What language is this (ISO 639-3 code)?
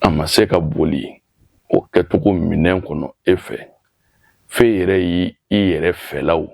bam